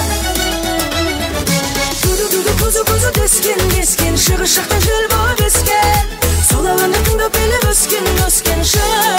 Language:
Kara-Kalpak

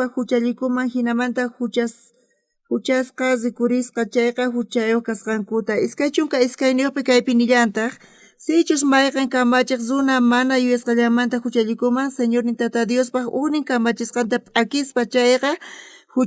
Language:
South Bolivian Quechua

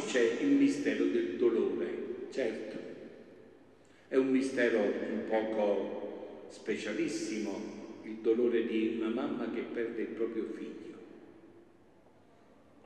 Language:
Italian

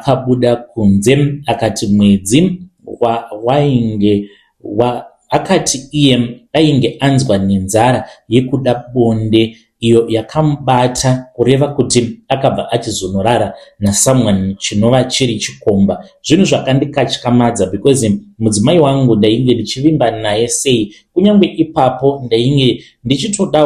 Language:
Shona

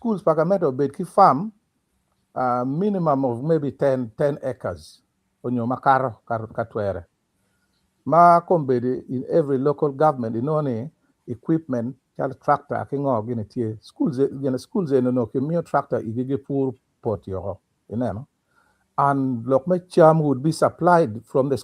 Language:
Acoli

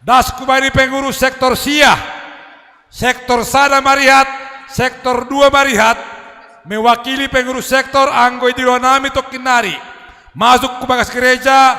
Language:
Batak Simalungun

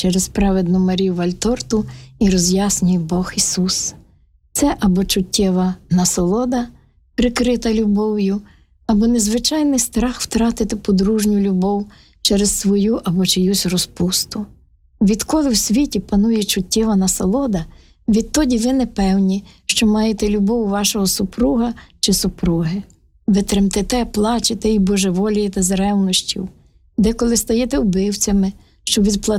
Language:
Ukrainian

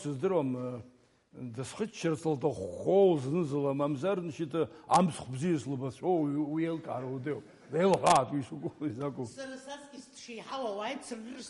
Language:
Abkhazian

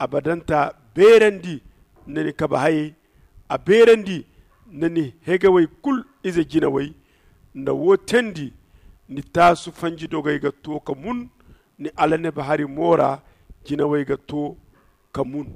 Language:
Zarma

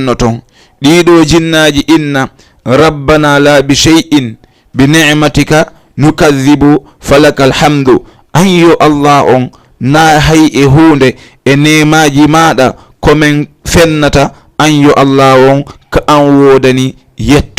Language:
Fula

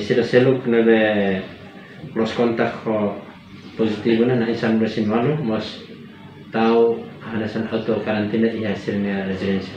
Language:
Tetum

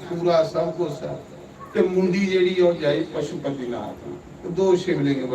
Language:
Dogri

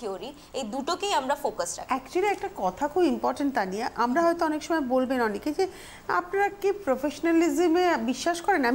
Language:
Bangla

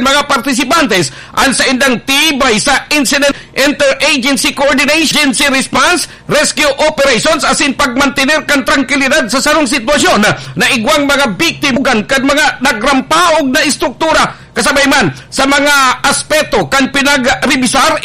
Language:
Bikol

